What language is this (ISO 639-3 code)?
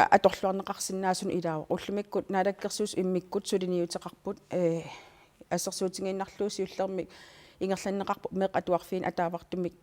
kal